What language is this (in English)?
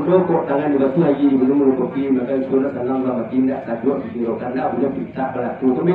Minangkabau